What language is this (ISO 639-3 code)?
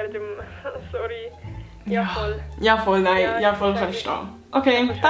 gsw